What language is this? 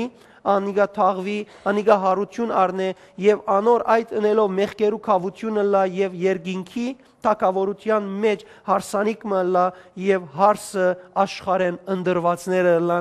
Western Armenian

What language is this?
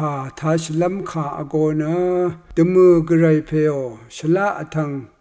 Rawang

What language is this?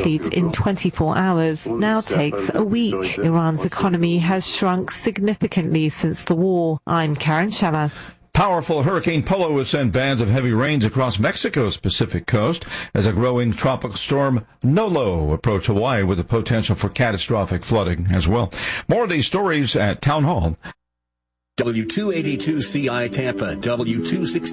English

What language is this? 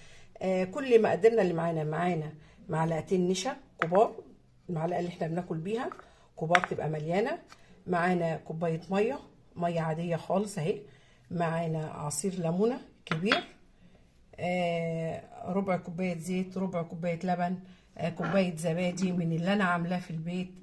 Egyptian Arabic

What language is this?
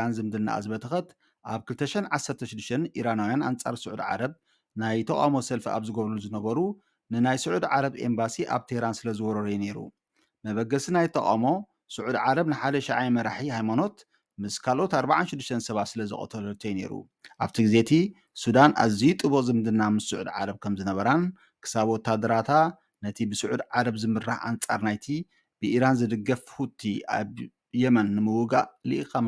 Tigrinya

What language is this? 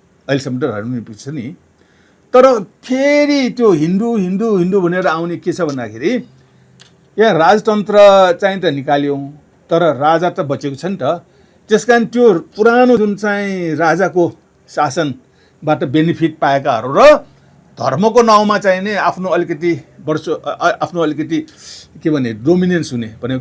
Nepali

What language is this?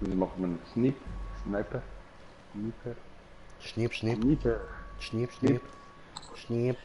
Swiss German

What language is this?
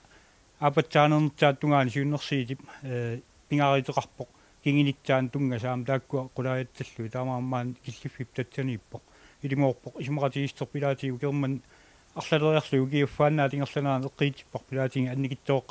Kalaallisut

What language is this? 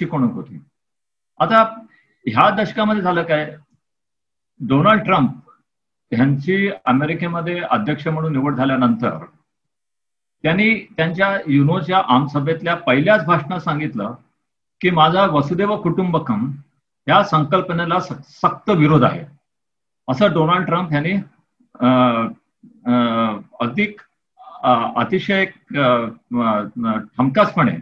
Marathi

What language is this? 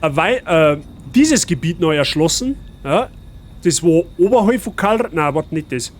Bavarian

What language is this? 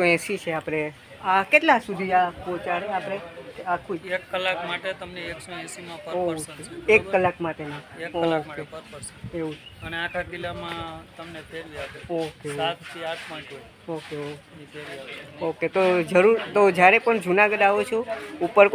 Gujarati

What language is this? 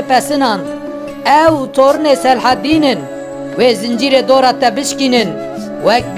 Kurdish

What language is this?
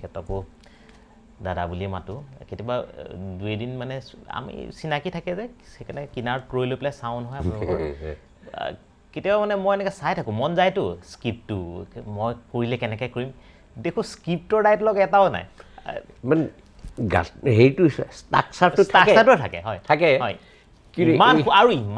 Assamese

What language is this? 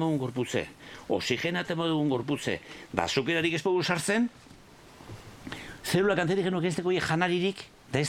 Basque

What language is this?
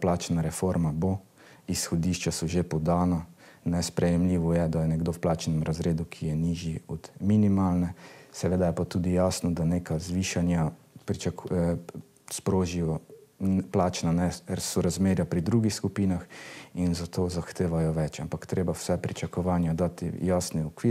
Slovenian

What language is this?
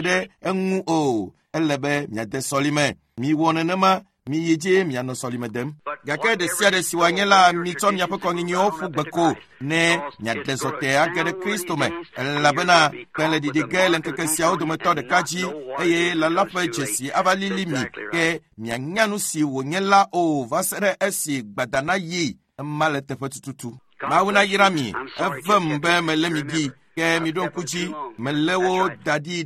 Ewe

